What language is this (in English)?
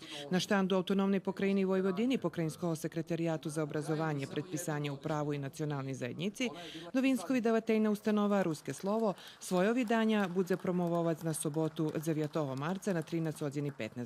Rusyn